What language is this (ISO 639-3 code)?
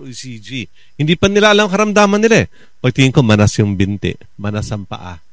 fil